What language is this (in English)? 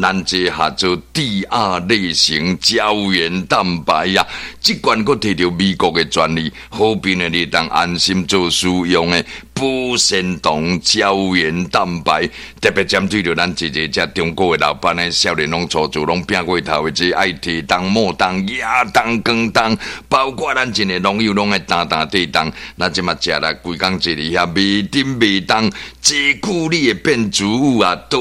Min Nan Chinese